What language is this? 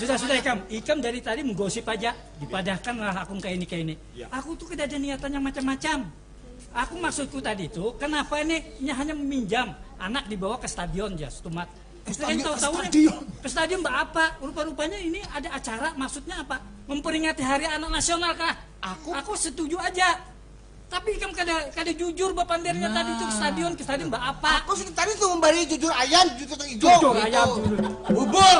Banjar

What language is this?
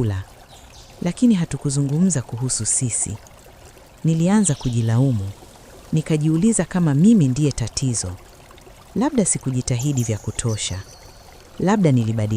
Swahili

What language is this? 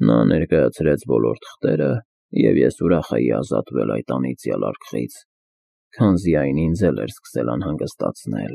Armenian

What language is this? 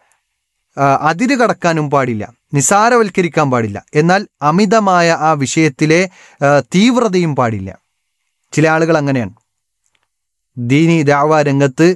Malayalam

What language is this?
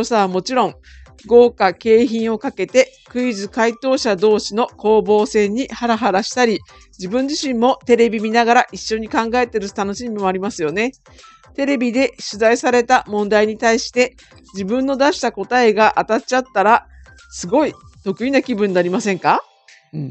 Japanese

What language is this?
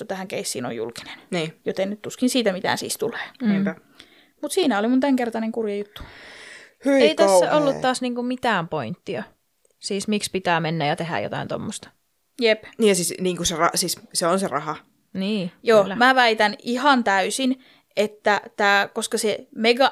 Finnish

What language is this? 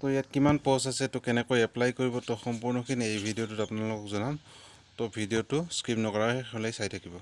Assamese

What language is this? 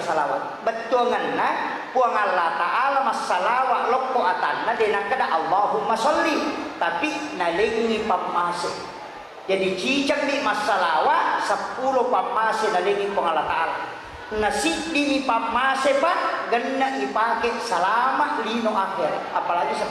Buginese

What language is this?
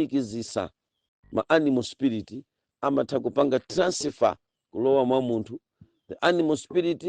Nyanja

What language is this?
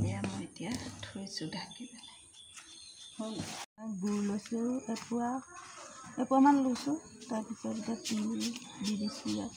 Assamese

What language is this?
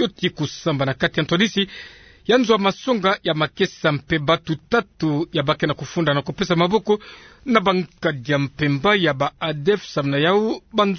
Kituba (Democratic Republic of Congo)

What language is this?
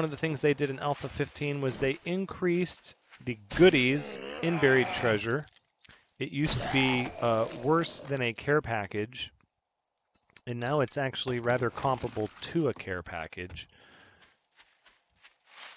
English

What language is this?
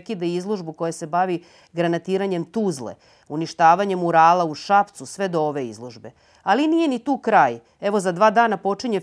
Serbian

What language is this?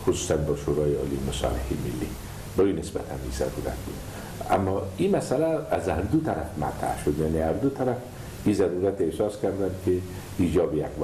Persian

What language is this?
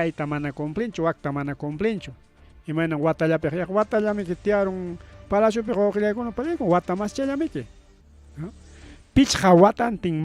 Ayacucho Quechua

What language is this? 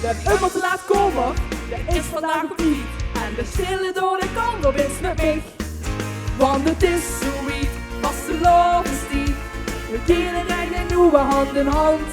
Limburgish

